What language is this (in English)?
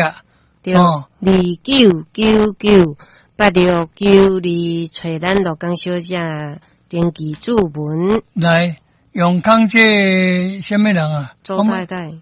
Min Nan Chinese